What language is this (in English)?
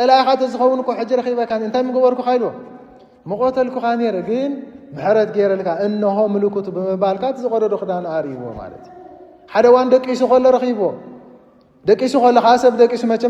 Tigrinya